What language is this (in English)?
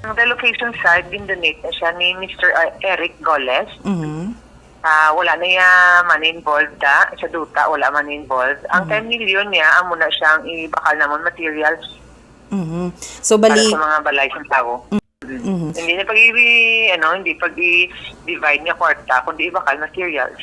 Hiligaynon